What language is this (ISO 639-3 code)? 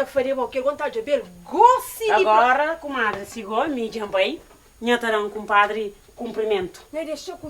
kea